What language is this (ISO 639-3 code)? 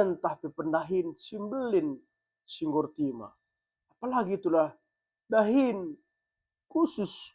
btx